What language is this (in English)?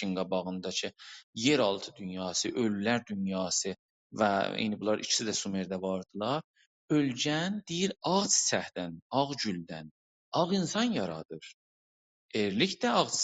South Azerbaijani